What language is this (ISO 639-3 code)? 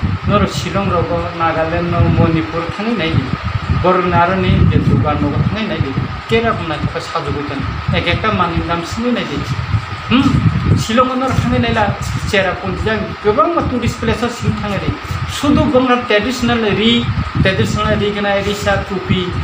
trp